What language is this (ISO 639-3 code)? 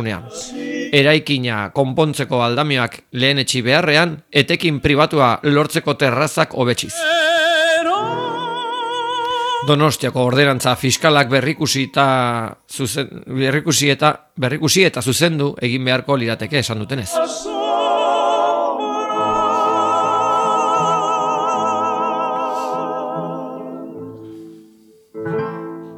eus